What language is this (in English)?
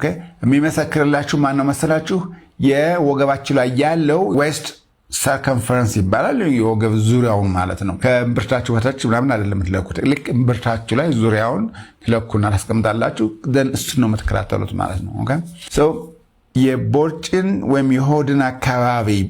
Amharic